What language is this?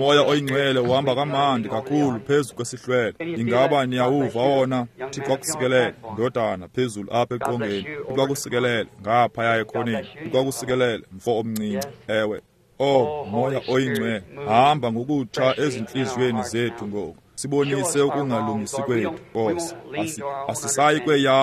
Xhosa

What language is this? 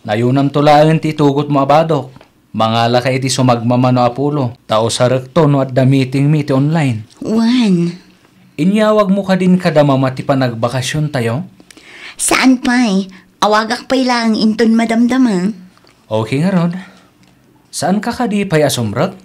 Iloko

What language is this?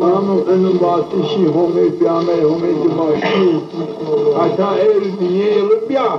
Zaza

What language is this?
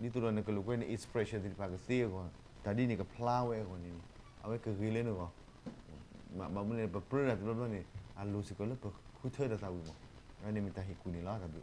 S'gaw Karen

